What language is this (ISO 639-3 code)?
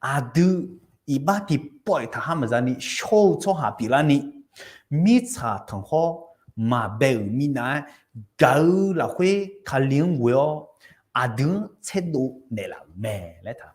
ahk